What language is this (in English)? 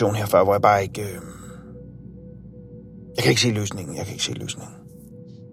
Danish